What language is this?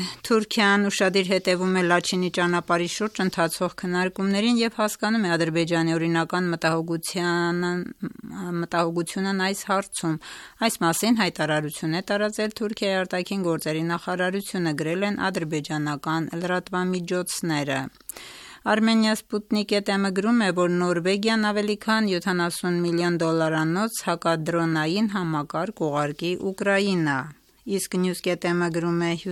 Armenian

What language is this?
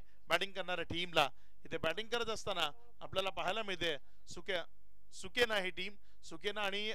Marathi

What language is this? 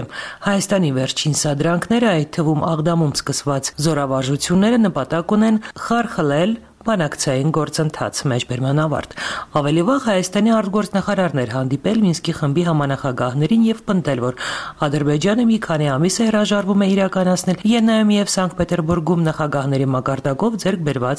Armenian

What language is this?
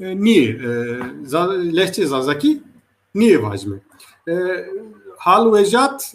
Zaza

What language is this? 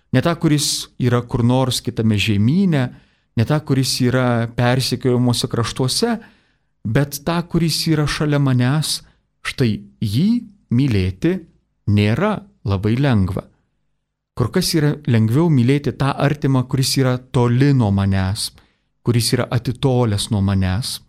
Lithuanian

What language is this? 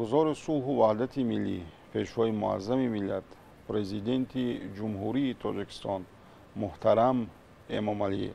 Tajik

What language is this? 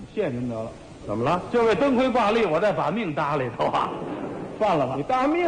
Chinese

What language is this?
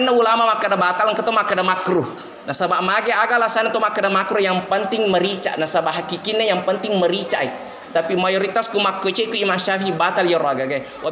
Buginese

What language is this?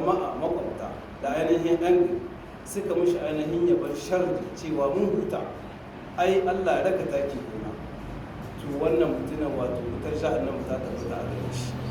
Hausa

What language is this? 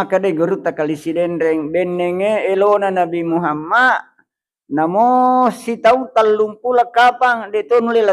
Buginese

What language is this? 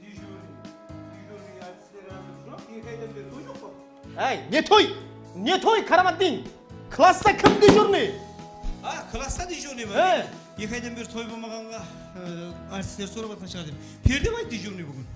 Kara-Kalpak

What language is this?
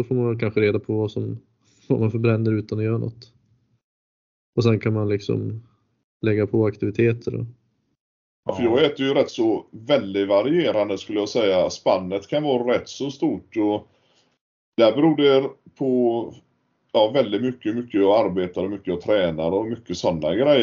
Swedish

